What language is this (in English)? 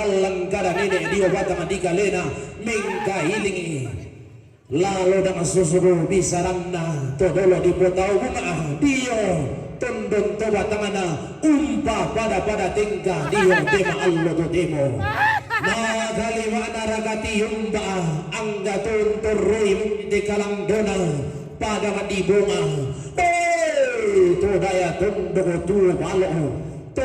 Toraja-Sa'dan